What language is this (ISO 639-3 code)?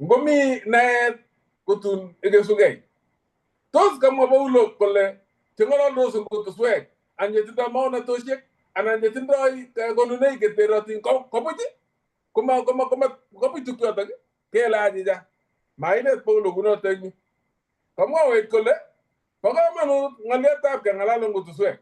kln